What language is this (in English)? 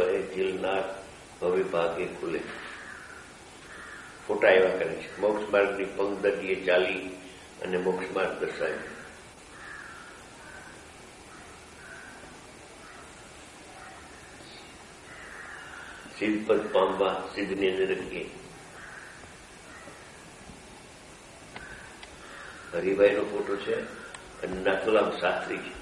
Gujarati